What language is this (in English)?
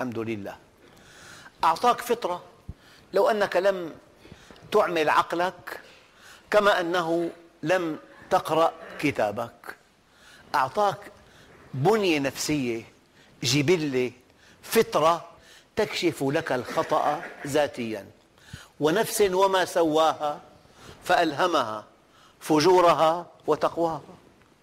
Arabic